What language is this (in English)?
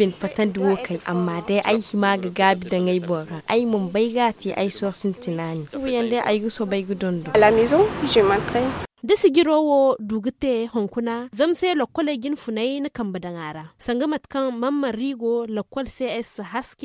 Zarma